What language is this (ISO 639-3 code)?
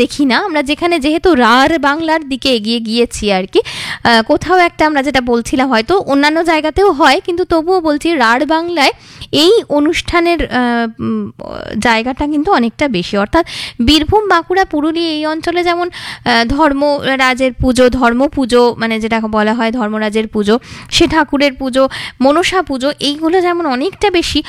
ben